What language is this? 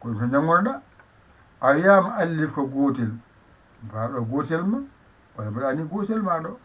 Fula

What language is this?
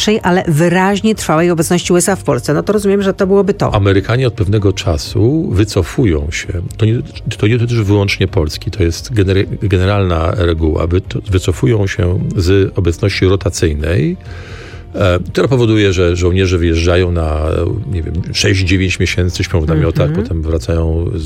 Polish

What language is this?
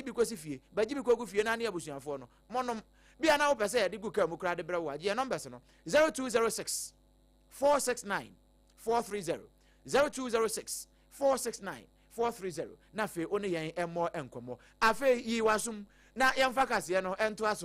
Akan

